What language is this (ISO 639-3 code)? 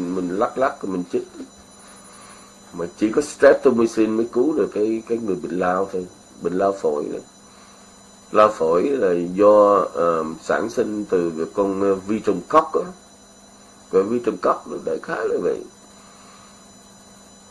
vie